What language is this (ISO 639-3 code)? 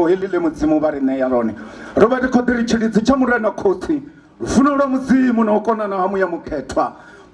ven